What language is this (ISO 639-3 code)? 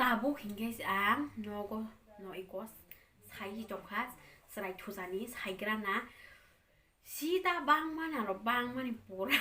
trp